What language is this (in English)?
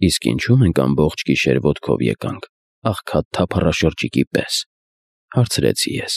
Armenian